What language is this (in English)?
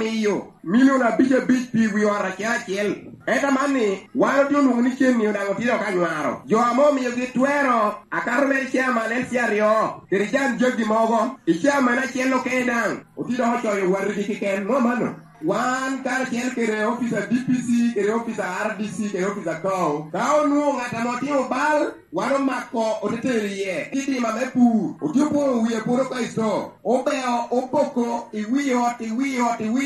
Lango (Uganda)